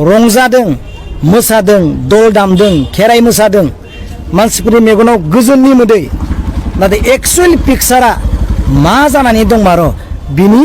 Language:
Bodo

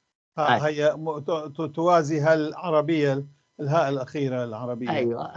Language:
North Levantine Arabic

